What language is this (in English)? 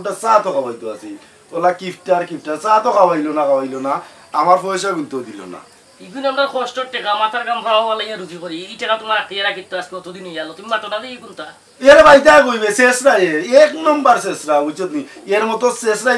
Sylheti